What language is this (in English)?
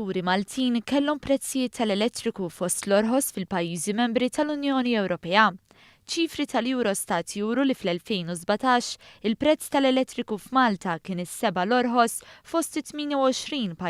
Maltese